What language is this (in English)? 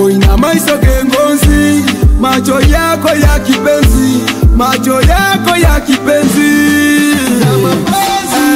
Nyoro